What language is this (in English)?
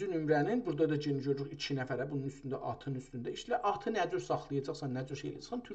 South Azerbaijani